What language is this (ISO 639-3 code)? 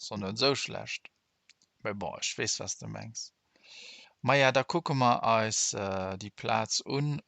ltz